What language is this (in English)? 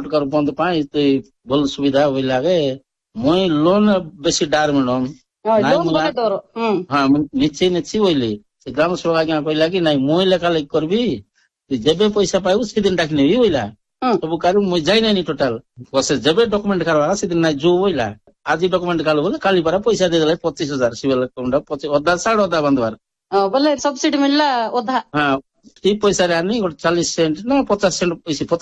Odia